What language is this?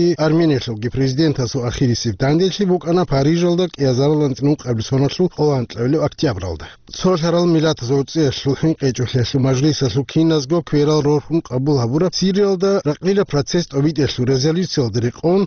Avaric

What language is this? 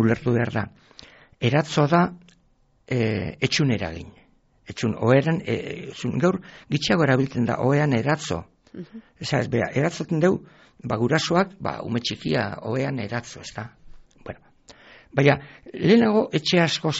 Basque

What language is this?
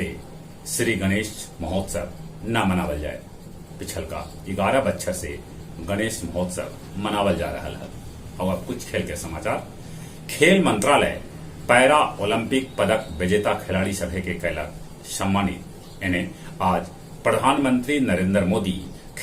Magahi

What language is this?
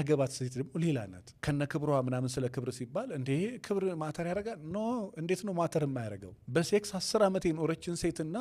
Amharic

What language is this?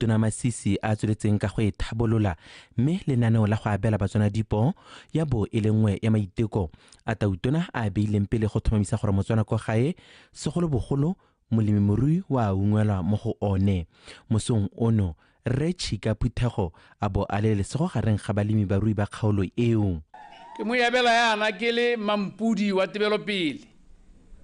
Tswana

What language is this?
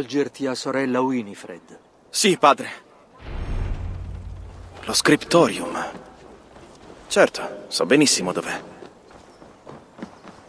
Italian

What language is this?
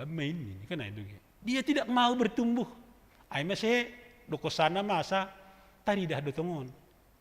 Batak Simalungun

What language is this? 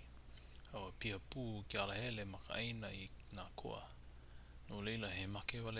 Hawaiian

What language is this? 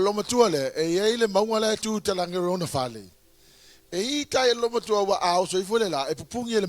Samoan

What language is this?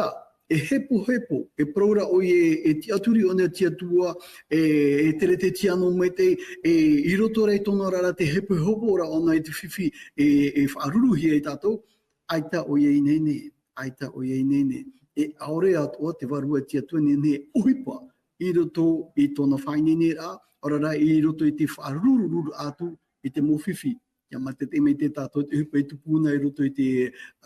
Tahitian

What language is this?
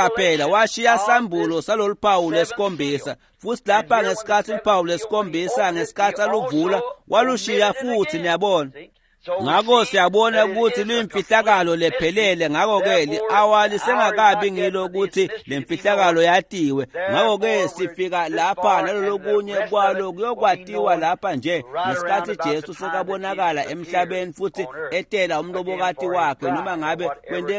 Swati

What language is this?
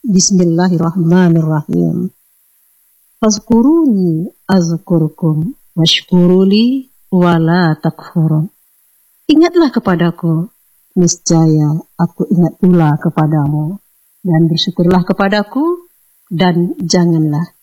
Indonesian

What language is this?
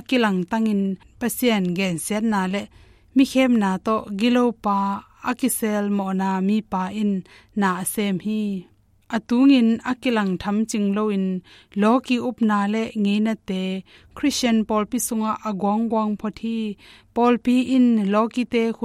Tedim Chin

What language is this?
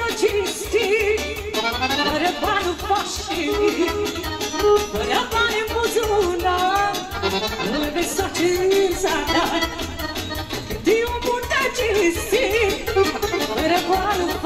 Romanian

